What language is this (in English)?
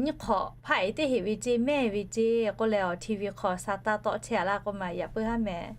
Lahu